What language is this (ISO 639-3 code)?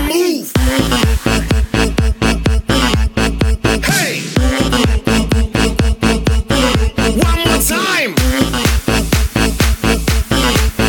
por